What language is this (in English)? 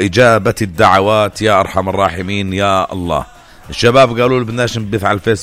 North Levantine Arabic